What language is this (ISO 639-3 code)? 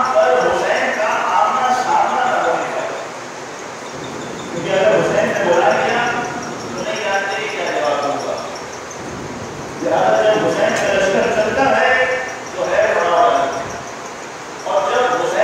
urd